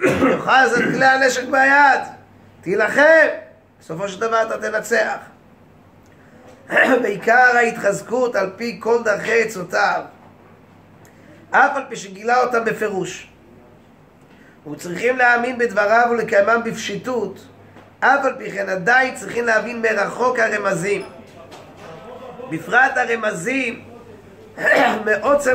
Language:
Hebrew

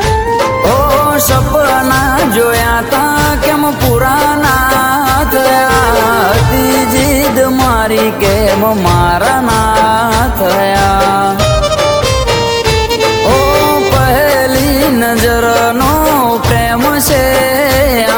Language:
Gujarati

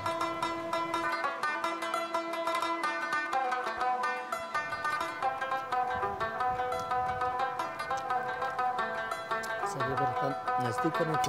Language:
Persian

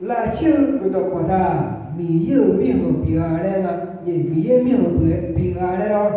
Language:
Akha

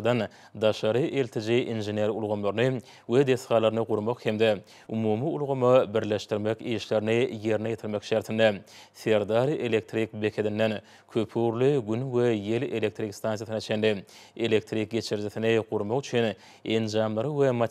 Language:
Turkmen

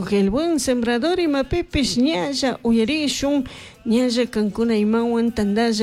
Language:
Chimborazo Highland Quichua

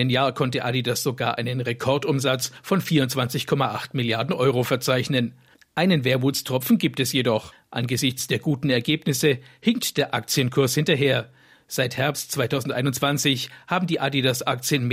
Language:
German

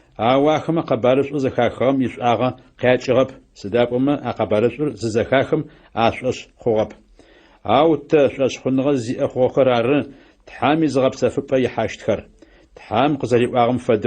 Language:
Adyghe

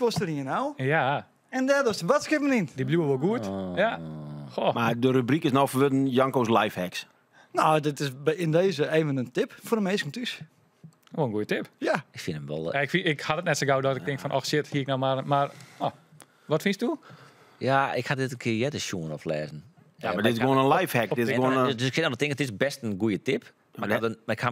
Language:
Western Frisian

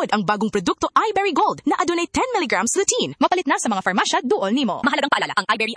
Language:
Cebuano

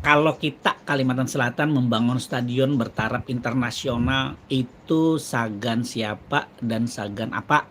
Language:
Banjar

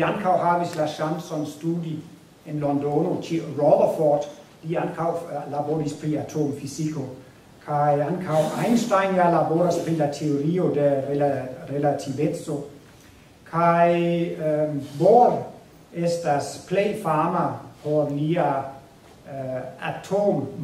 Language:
Esperanto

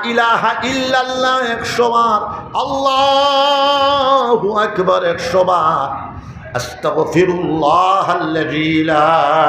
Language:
Sylheti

